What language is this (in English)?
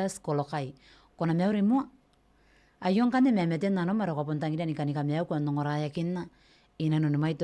Gilbertese